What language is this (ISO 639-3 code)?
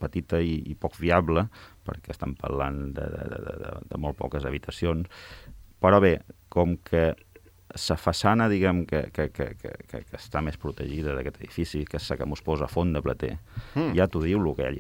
cat